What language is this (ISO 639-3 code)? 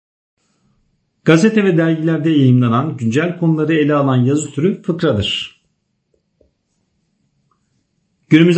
tur